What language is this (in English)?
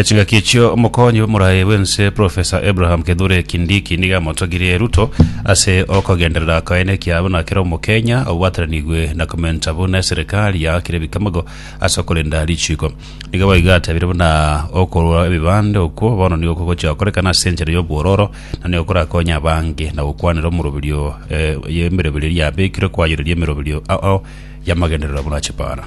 Gusii